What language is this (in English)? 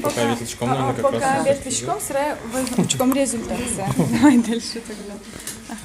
Udmurt